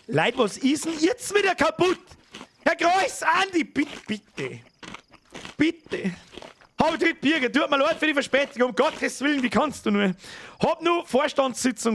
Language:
Bavarian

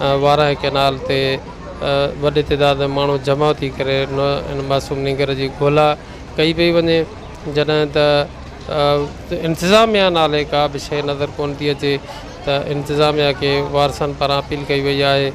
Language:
Sindhi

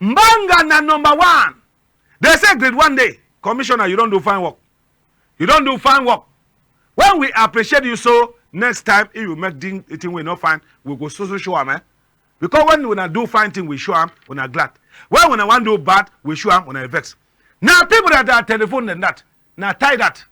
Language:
Cameroon Pidgin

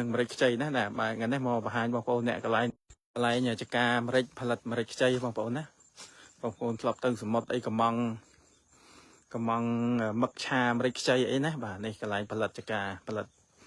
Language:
Khmer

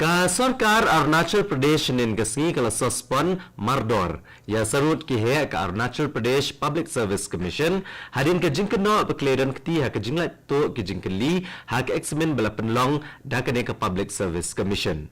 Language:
Khasi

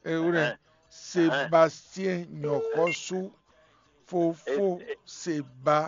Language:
Fon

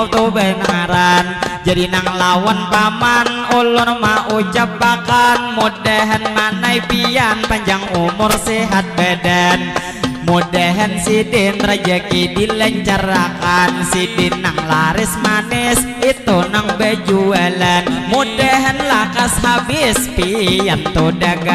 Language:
Banjar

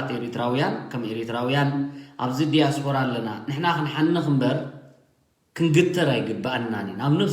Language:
Tigrinya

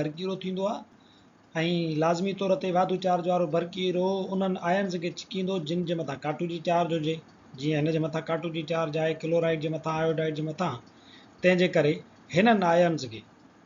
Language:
Sindhi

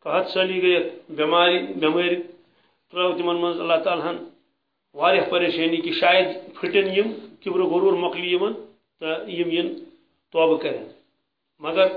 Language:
Kashmiri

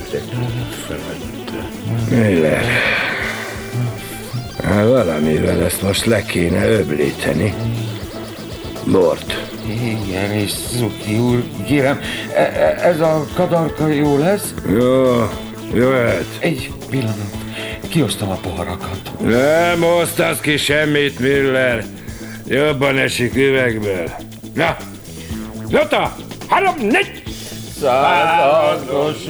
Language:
Hungarian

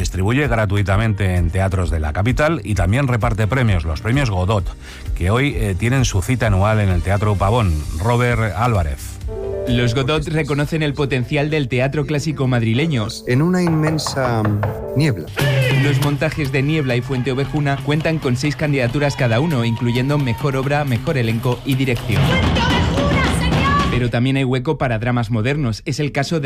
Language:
Spanish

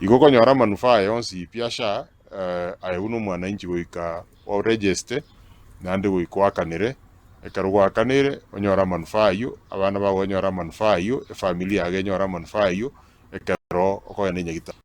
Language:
Gusii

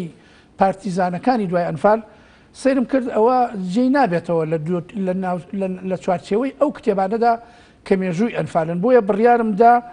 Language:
Central Kurdish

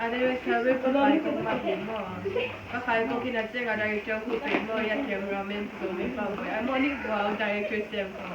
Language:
Tedim Chin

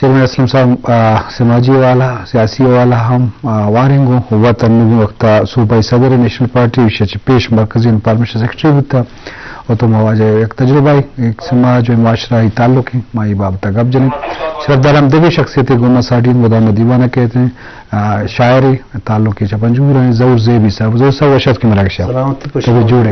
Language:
Eastern Balochi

